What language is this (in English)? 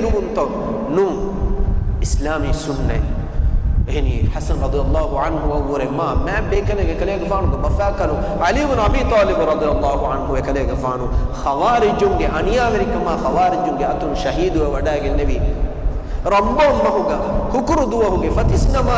Divehi